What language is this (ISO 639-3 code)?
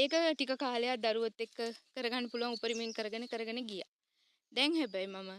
sin